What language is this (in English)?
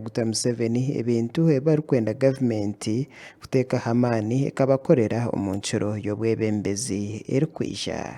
Nyankole